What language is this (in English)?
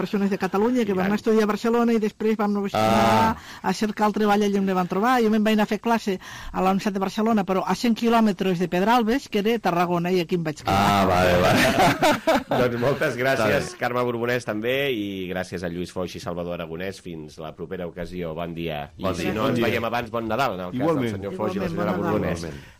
Catalan